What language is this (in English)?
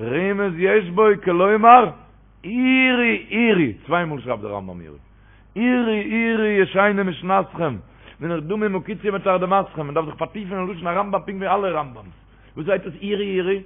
Yiddish